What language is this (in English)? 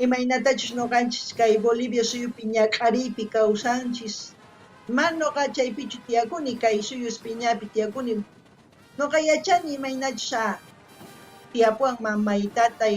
South Bolivian Quechua